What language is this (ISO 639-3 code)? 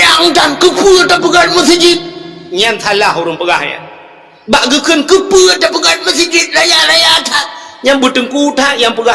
ace